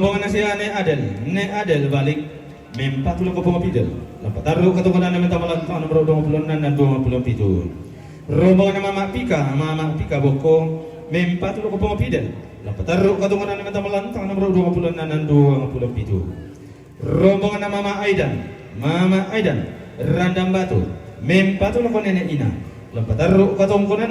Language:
Toraja-Sa'dan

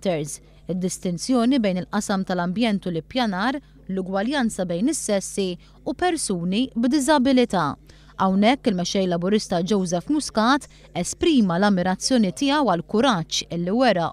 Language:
Maltese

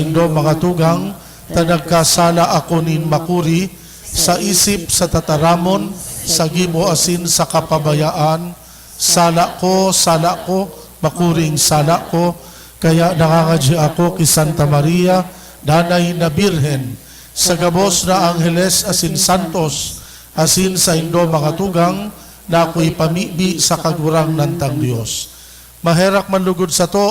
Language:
Bikol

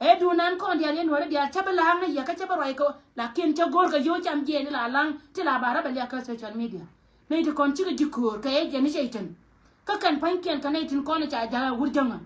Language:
Nuer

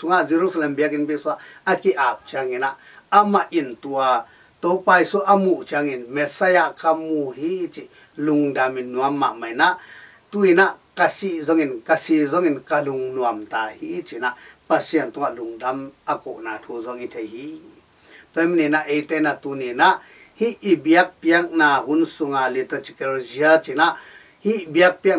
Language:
Tedim Chin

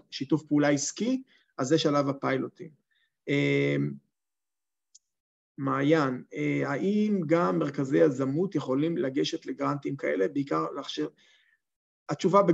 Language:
Hebrew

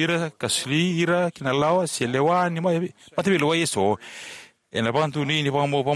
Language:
Fijian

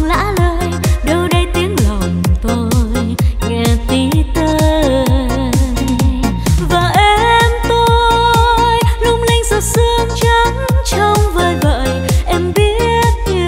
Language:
Vietnamese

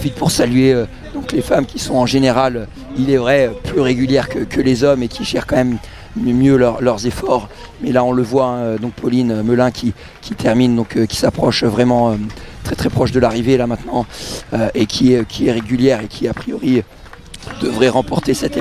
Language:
French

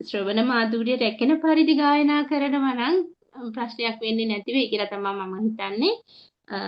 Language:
Sinhala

